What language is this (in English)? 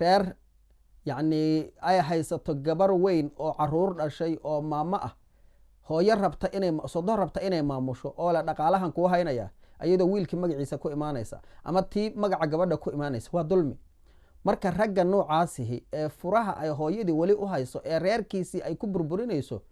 Somali